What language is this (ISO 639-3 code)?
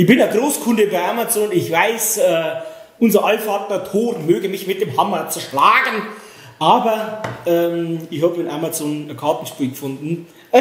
bar